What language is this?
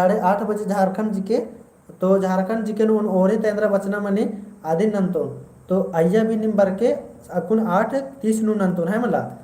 Kurukh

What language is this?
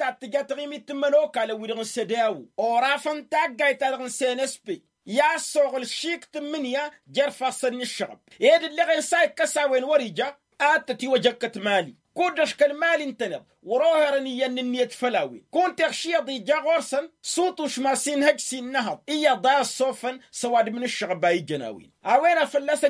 Tamasheq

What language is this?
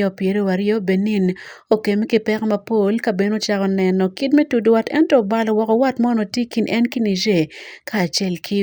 Acoli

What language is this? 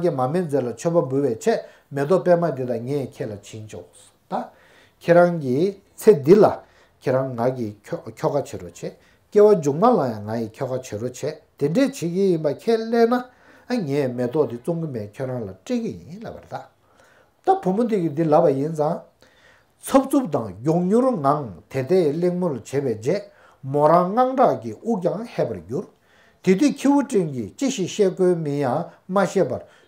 Tibetan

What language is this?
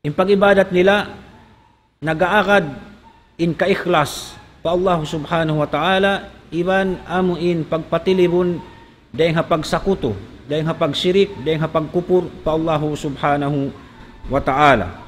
Tausug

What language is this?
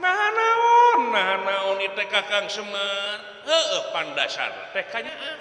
Sundanese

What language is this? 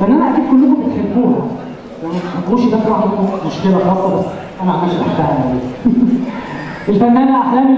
Egyptian Arabic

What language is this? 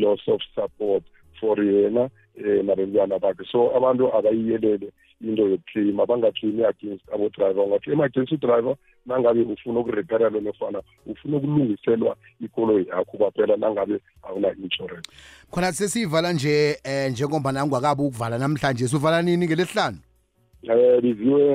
South Ndebele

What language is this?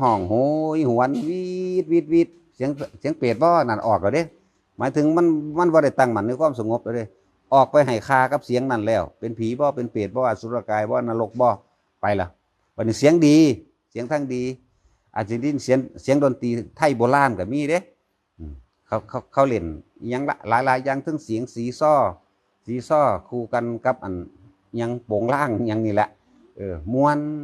Northeastern Thai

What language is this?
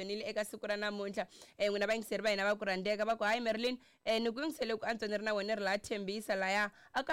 Tsonga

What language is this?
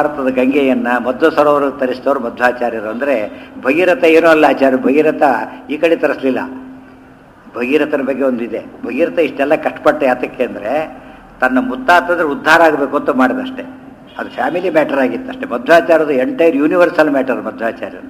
Kannada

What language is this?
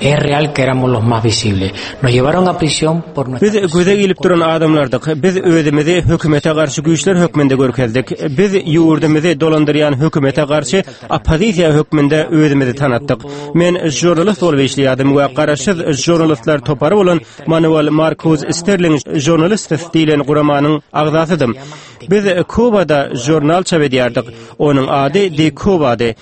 Turkmen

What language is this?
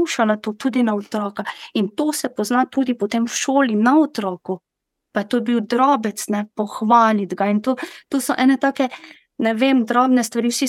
Slovenian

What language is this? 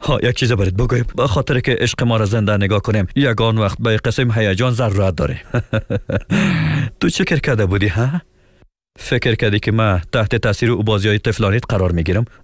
Persian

